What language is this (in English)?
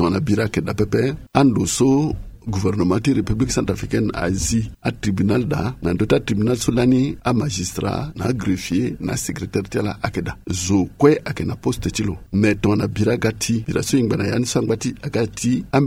Sango